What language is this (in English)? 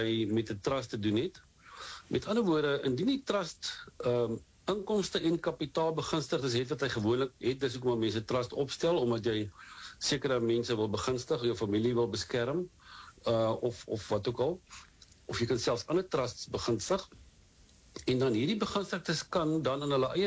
Afrikaans